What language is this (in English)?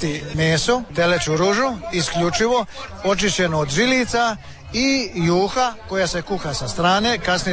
Croatian